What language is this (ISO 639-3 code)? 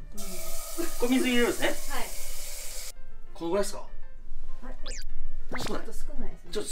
jpn